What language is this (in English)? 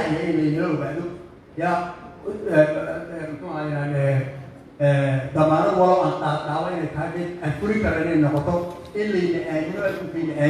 Somali